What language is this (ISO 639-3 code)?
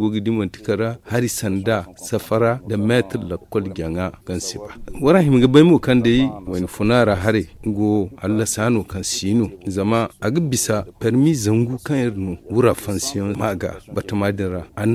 dje